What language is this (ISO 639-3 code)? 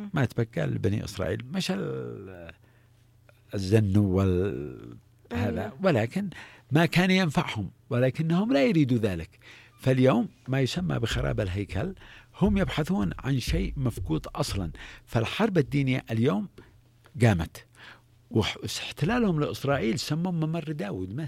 ara